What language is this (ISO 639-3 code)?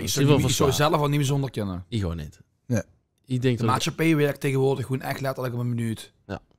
lim